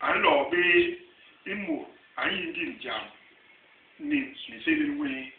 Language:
Basaa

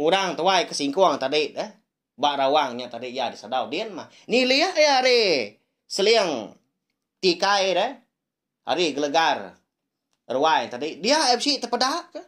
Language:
Iban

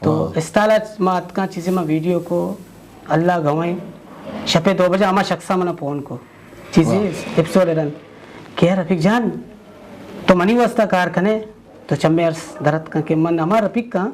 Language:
Eastern Balochi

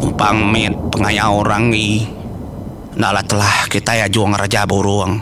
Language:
Iban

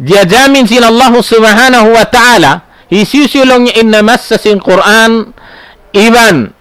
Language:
Tausug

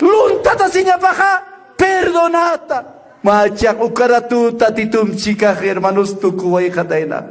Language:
Aymara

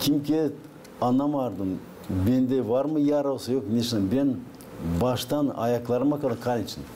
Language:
Gagauz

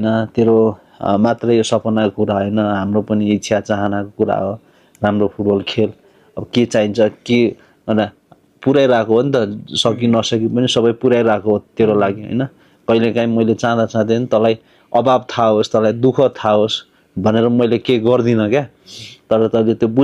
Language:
Nepali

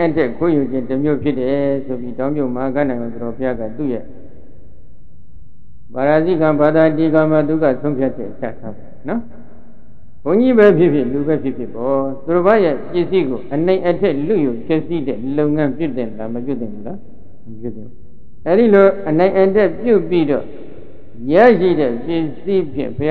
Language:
Burmese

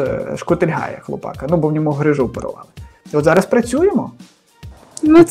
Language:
Ukrainian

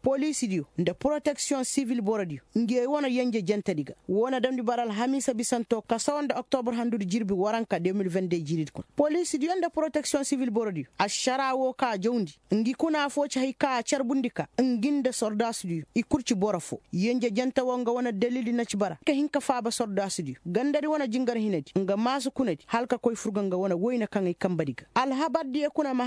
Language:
Koyraboro Senni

